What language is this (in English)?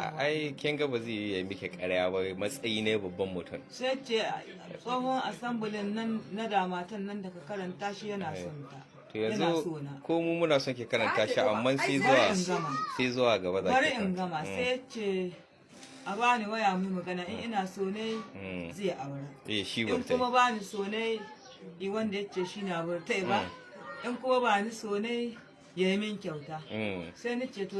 Hausa